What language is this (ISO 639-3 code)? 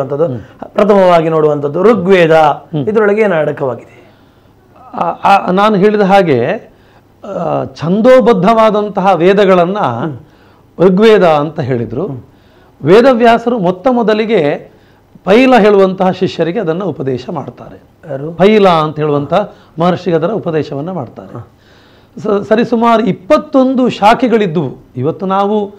kan